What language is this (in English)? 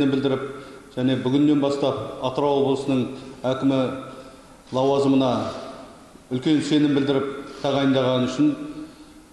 Kazakh